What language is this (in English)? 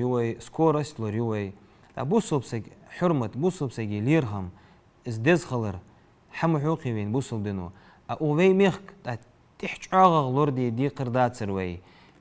Ingush